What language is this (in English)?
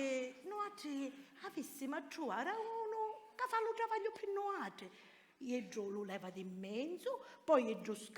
Sicilian